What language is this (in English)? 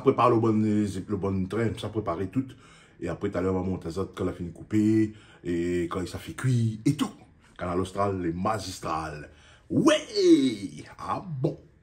Réunion Creole French